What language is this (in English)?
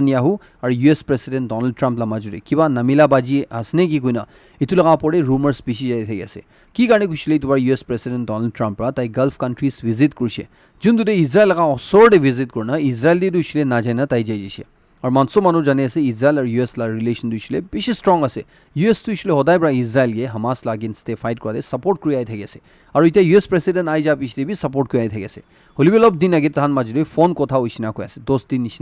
Naga Pidgin